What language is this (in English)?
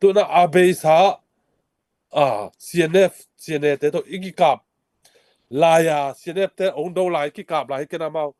Tedim Chin